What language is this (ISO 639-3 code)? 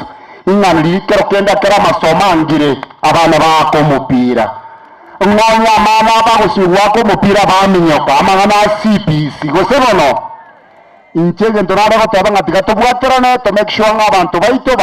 guz